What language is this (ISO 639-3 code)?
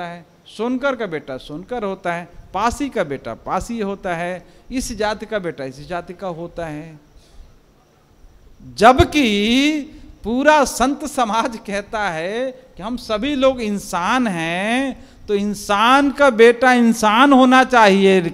hin